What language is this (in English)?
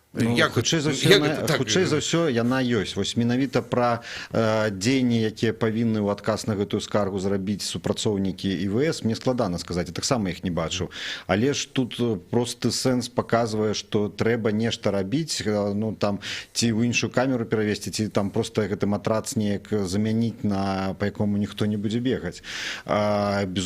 Belarusian